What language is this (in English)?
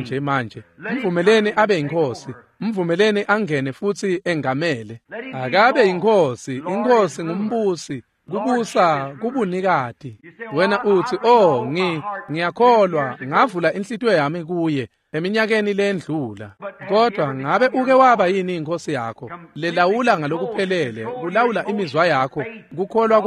Swati